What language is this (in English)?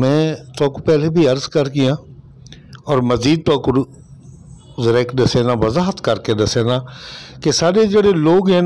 Saraiki